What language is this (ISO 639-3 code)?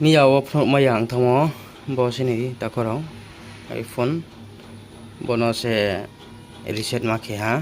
ria